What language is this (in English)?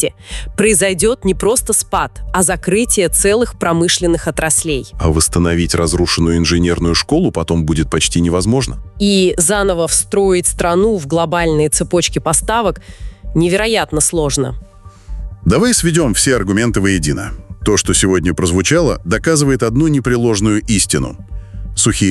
Russian